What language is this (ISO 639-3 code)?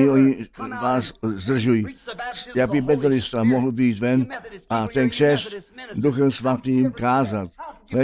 ces